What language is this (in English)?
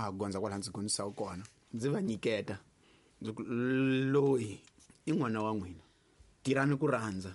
Tsonga